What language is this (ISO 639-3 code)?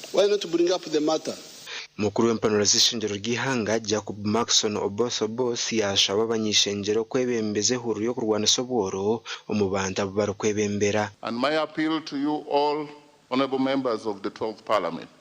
nyn